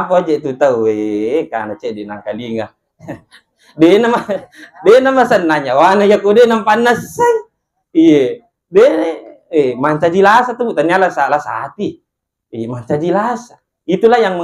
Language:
Buginese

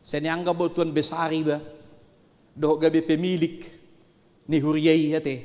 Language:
Batak Toba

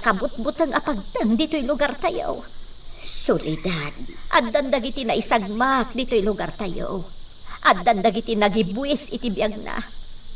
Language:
Iloko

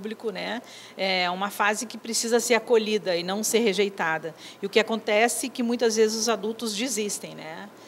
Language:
Portuguese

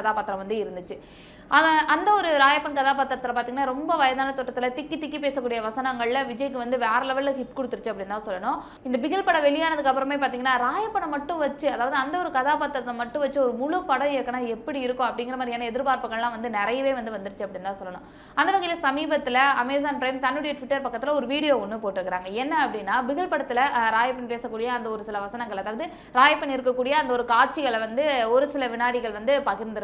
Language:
Tamil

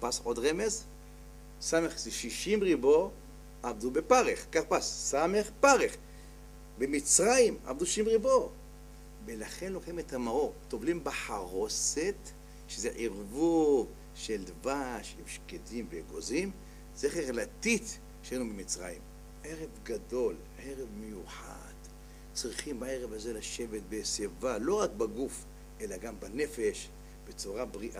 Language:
Hebrew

